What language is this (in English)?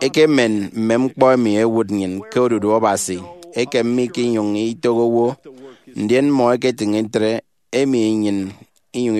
Efik